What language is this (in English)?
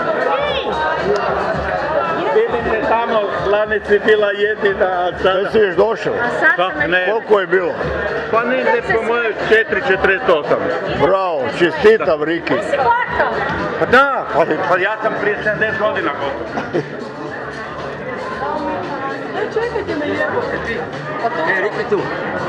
Croatian